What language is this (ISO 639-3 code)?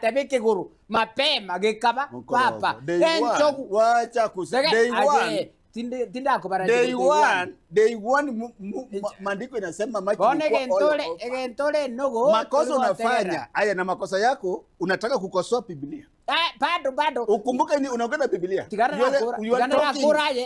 guz